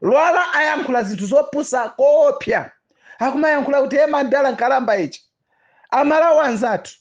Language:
Nyanja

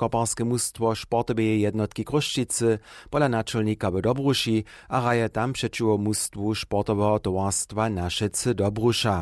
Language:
Upper Sorbian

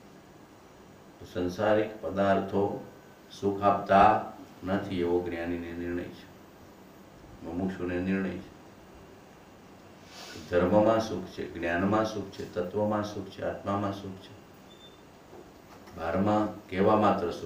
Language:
Gujarati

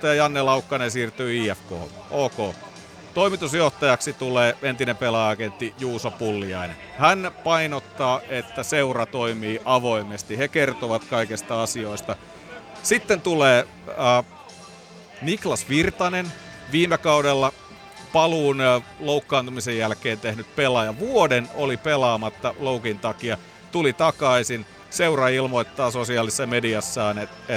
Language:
Finnish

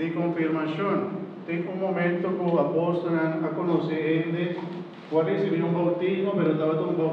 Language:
Papiamento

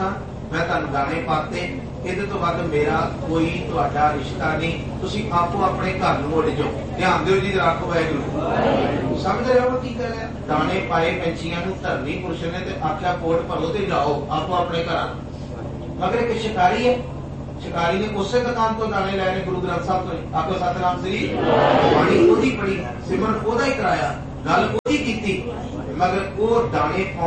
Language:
Punjabi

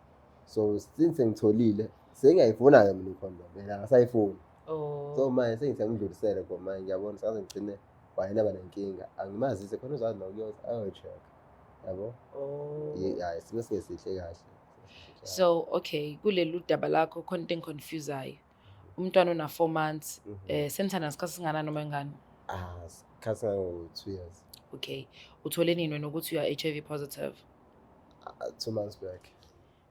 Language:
Zulu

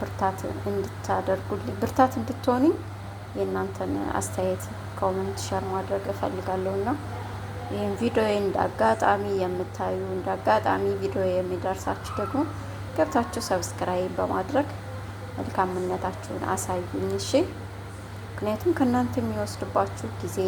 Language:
Amharic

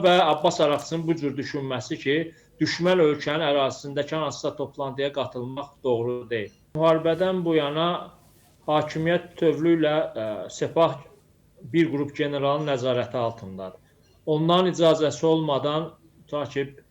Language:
Azerbaijani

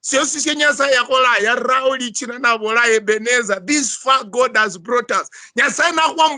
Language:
Luyia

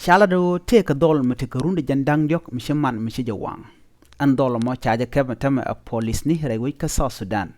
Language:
Nuer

